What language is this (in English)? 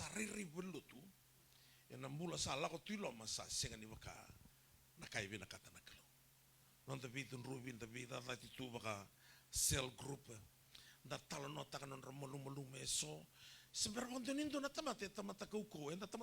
Fijian